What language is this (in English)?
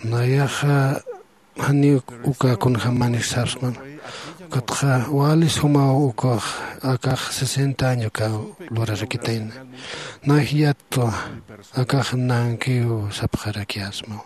Aymara